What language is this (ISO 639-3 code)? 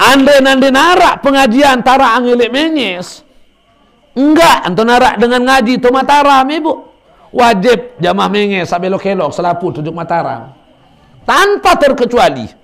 sas